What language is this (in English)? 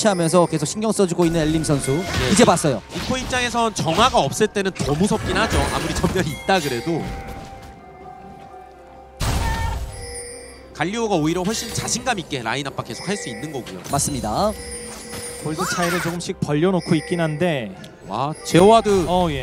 Korean